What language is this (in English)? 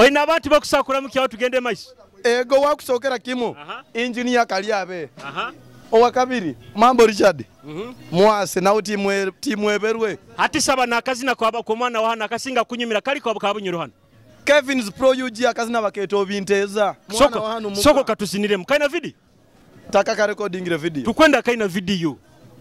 Nyoro